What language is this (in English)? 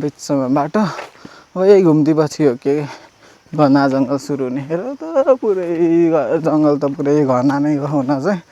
Nepali